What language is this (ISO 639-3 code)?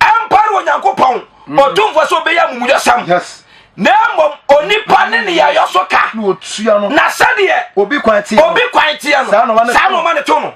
aka